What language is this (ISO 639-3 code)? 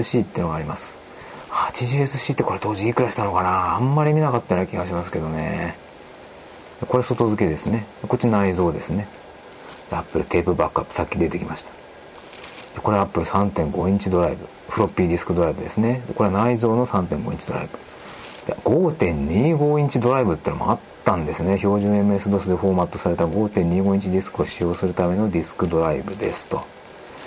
jpn